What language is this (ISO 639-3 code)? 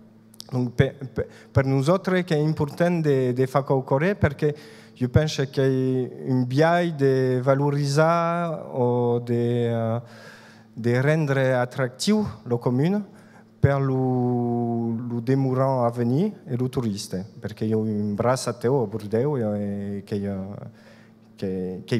oci